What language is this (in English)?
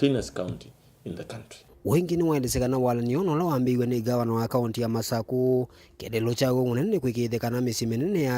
Kamba